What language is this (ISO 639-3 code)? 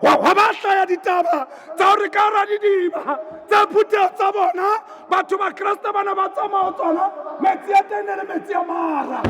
sot